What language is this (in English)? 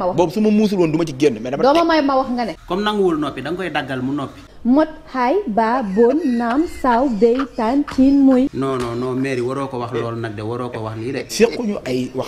Wolof